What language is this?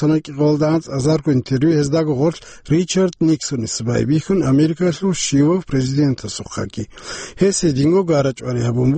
Avaric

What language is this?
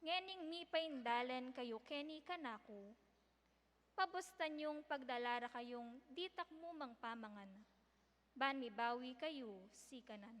Pampanga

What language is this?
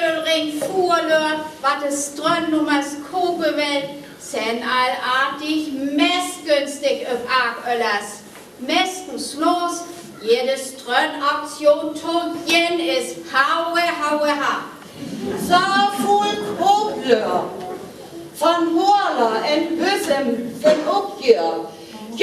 Northern Frisian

